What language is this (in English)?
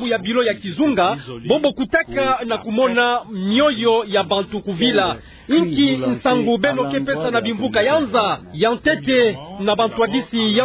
Kituba (Democratic Republic of Congo)